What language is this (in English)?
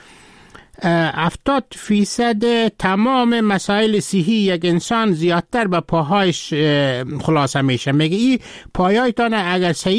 Persian